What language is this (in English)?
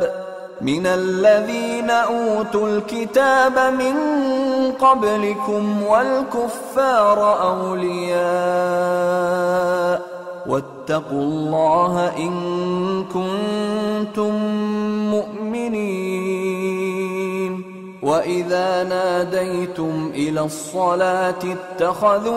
Arabic